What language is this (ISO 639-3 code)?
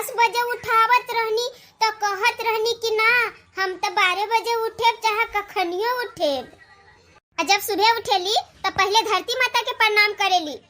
bho